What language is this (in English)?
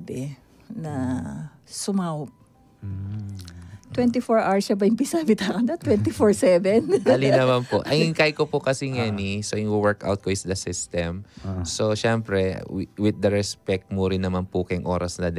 Pampanga